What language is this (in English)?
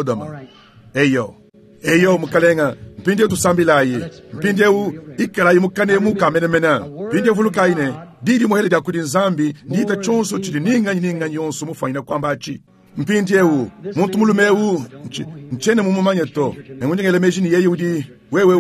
Luba-Lulua